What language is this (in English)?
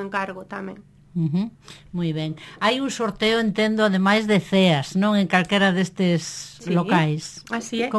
Galician